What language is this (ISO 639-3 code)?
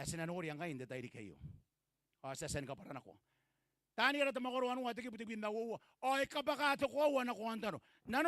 gil